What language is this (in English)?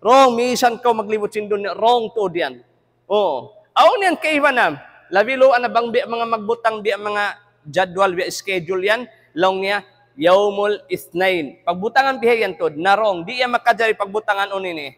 Tausug